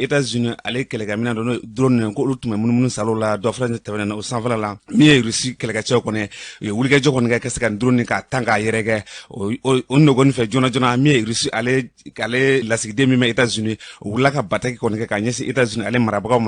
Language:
Bambara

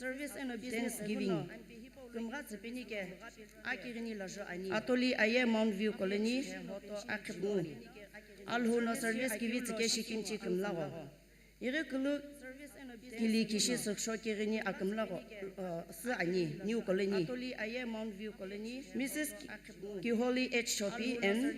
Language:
Sumi Naga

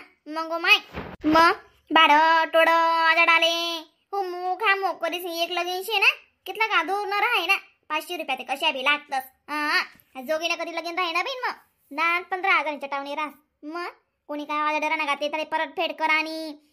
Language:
Khandesi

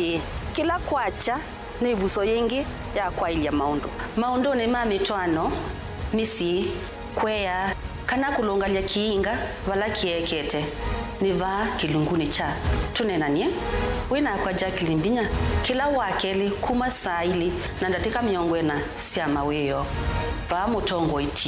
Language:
Kamba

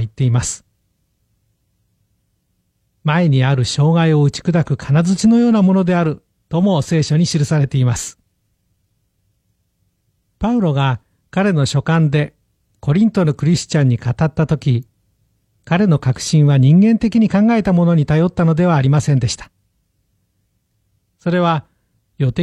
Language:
Japanese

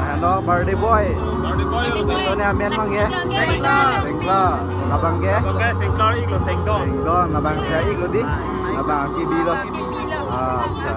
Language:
Karbi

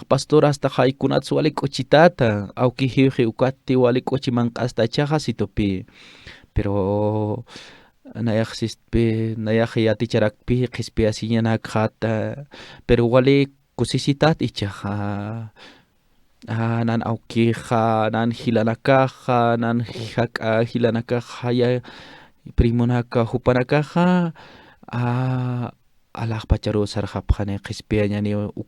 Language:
Aymara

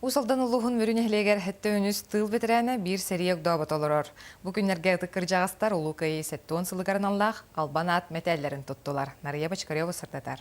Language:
Yakut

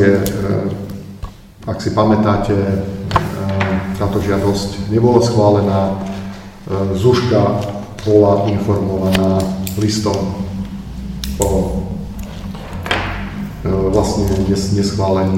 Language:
Slovak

